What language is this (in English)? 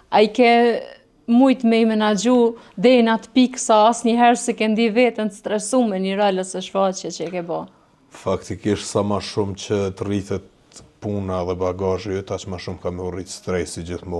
Albanian